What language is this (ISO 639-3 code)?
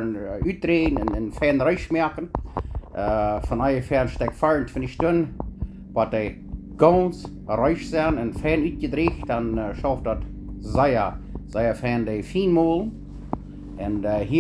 pdt